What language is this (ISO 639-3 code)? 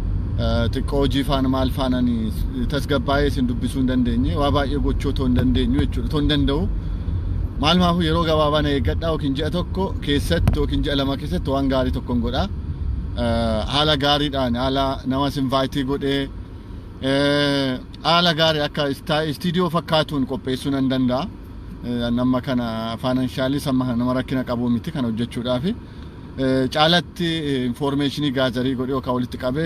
orm